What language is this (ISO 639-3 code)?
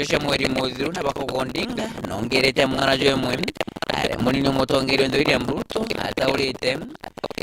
mer